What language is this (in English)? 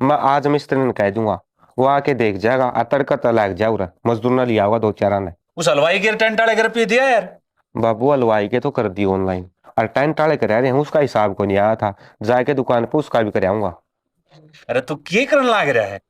Haryanvi